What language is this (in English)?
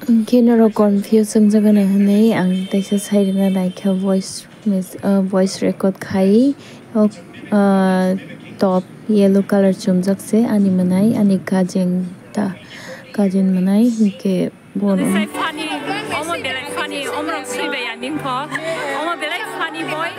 Kok Borok